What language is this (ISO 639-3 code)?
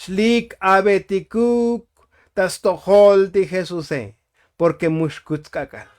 tzo